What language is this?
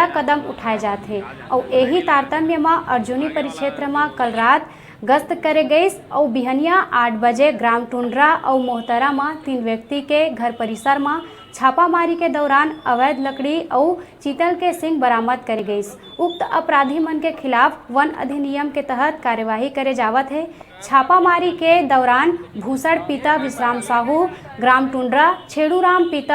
Chhattisgarhi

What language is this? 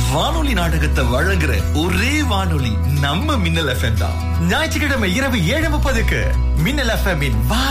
Tamil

